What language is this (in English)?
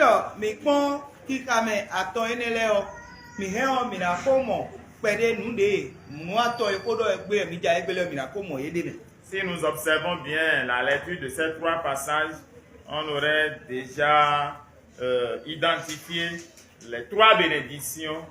Fon